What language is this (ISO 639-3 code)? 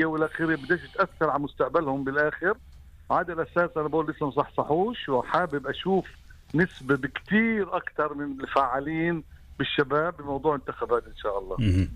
apc